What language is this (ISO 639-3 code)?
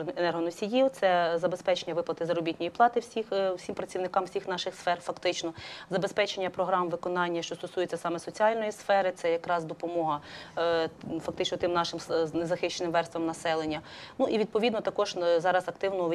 ukr